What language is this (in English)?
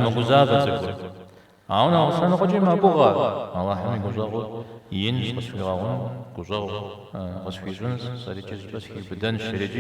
Kabardian